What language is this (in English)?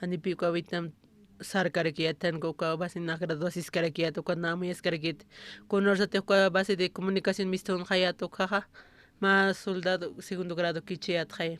Aymara